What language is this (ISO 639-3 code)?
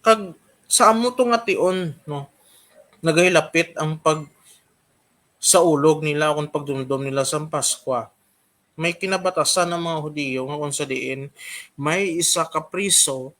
hil